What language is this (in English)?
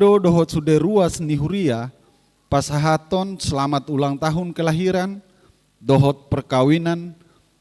Batak Toba